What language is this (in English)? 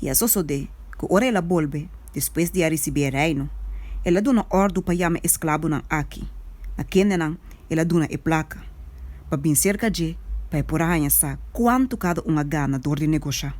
Papiamento